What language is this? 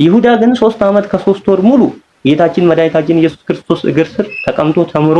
Amharic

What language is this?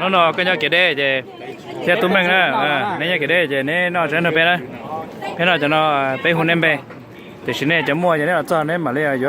Hmong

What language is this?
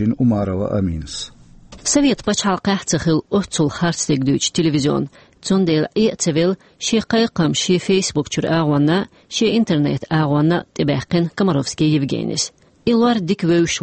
Chechen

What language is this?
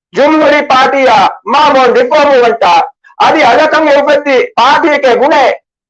Divehi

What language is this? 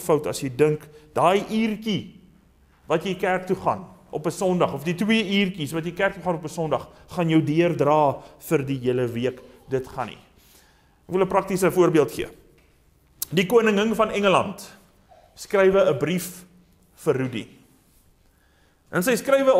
Afrikaans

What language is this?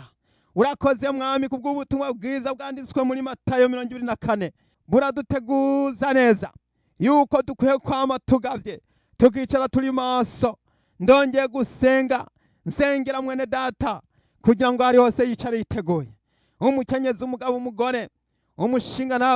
Rundi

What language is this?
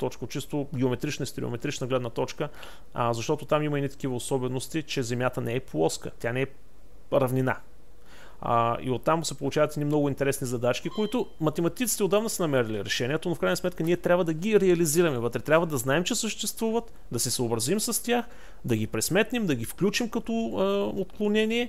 Bulgarian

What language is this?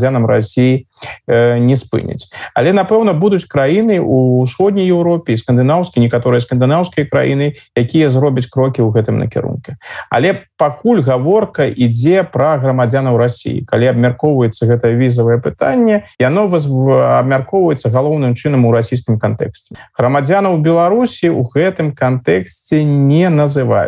Belarusian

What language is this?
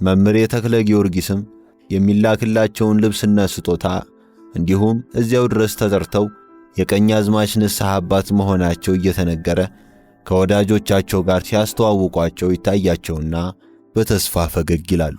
Amharic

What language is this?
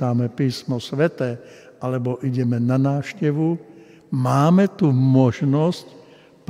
Slovak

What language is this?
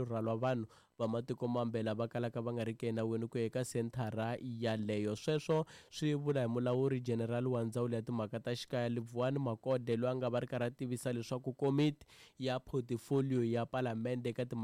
Tsonga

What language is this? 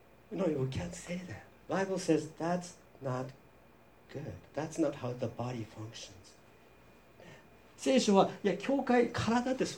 Japanese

